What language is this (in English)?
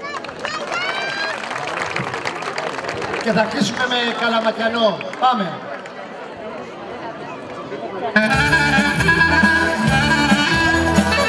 Greek